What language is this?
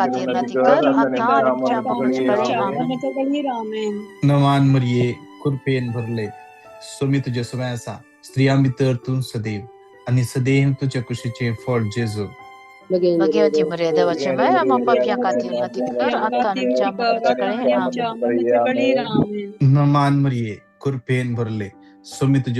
Konkani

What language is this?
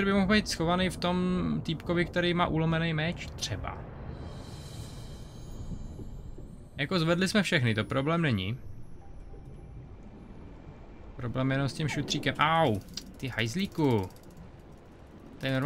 Czech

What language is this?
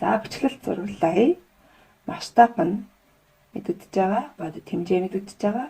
Mongolian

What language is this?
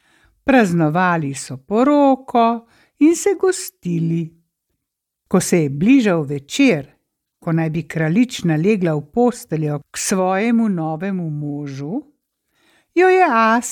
Slovenian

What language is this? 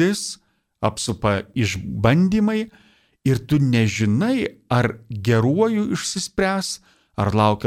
Lithuanian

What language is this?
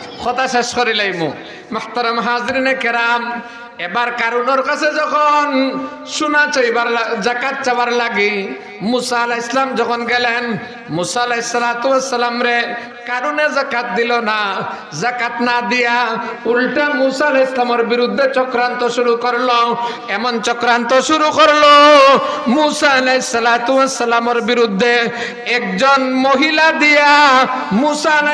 Sylheti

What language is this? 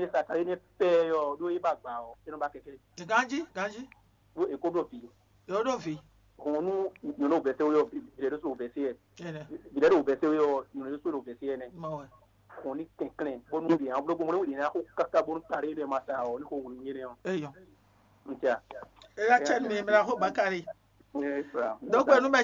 Fon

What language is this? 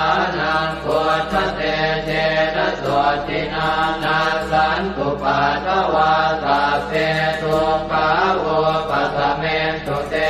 Pali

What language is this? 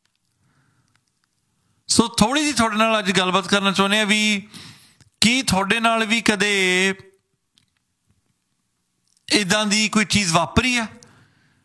Punjabi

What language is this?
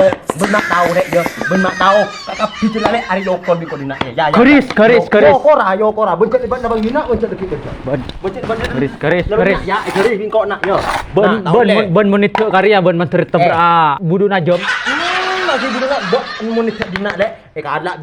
Madurese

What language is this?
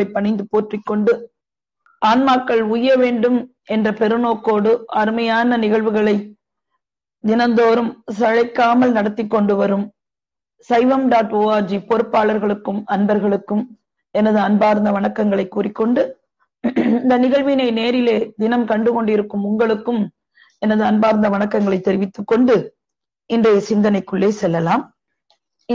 Tamil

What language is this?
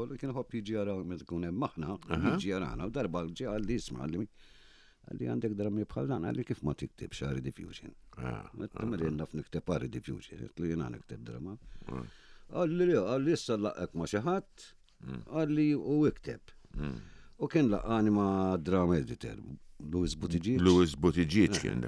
Maltese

